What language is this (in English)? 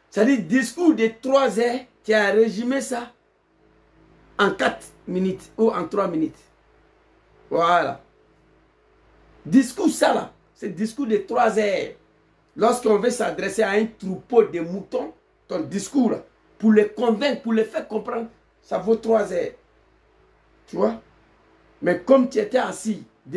French